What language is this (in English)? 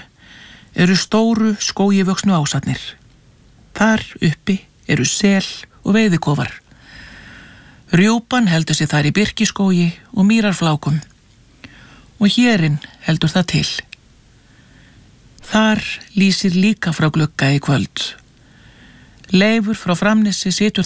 Icelandic